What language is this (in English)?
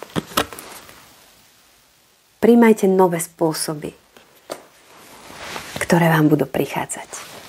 Slovak